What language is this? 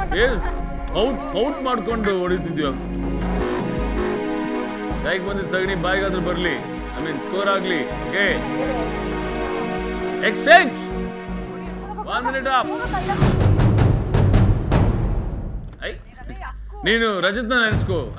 Kannada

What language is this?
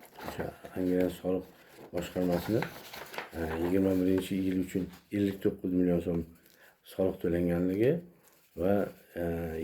Uzbek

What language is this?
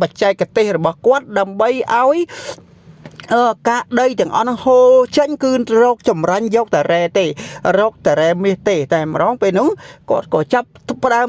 Khmer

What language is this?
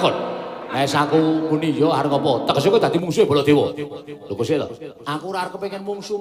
Javanese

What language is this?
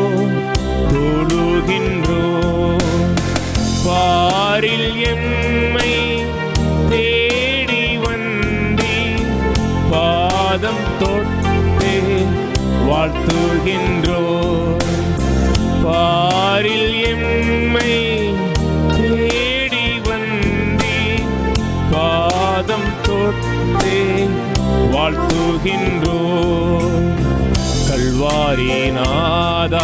Tamil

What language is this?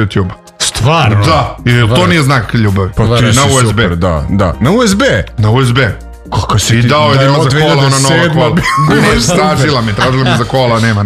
Serbian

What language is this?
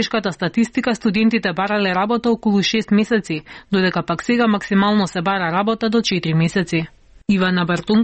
Macedonian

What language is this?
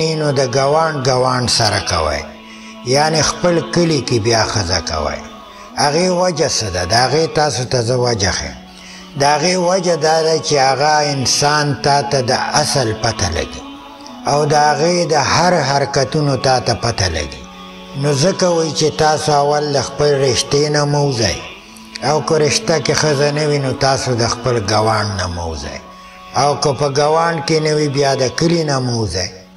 Pashto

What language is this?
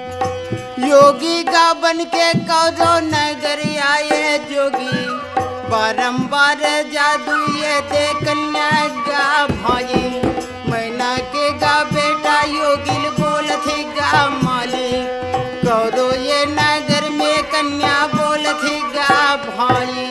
Chhattisgarhi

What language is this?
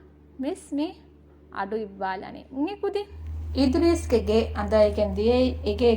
Divehi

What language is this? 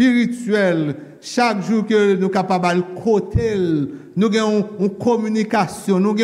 Haitian Creole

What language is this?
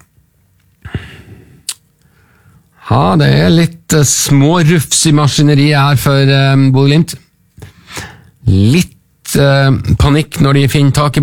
Norwegian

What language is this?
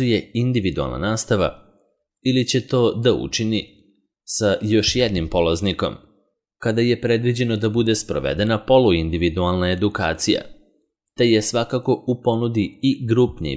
Serbian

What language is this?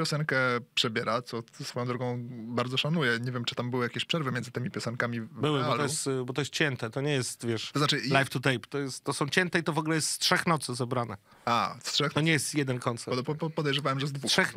Polish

